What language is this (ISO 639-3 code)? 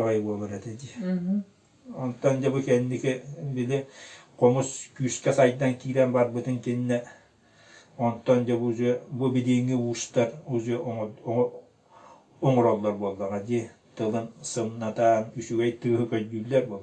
sah